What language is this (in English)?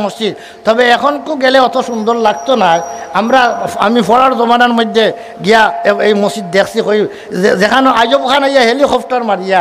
Sylheti